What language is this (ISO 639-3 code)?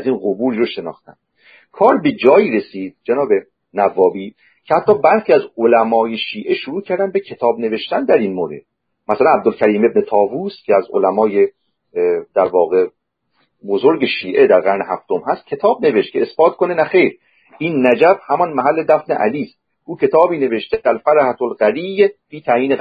fas